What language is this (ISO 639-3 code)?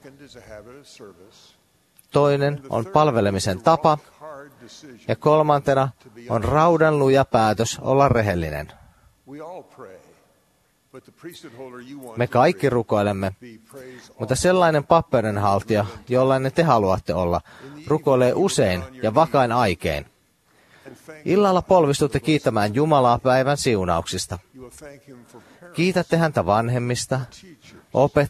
fin